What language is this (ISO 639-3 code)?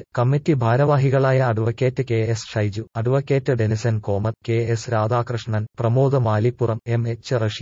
mal